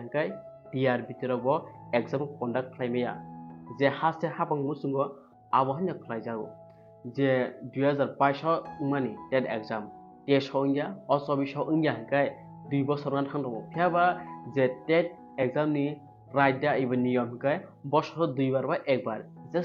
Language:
Kok Borok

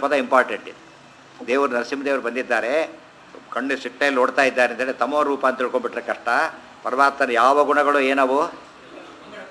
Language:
Kannada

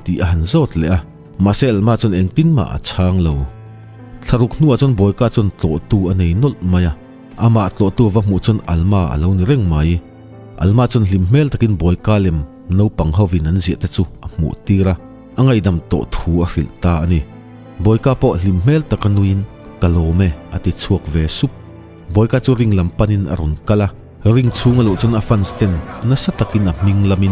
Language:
Mizo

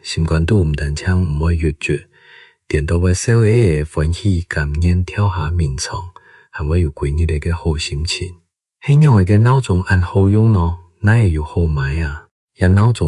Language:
Hakka Chinese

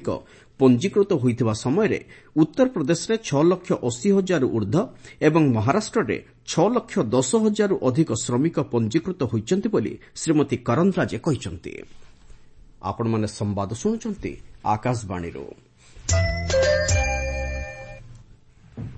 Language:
Odia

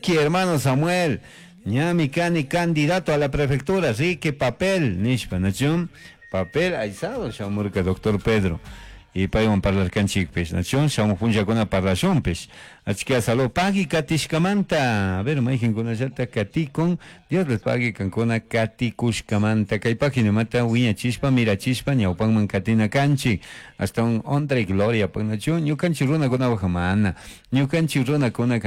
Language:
Chimborazo Highland Quichua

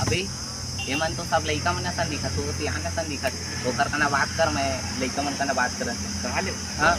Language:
Chhattisgarhi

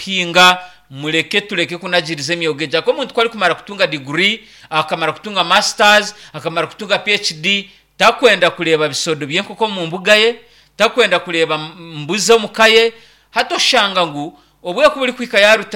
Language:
Nyankole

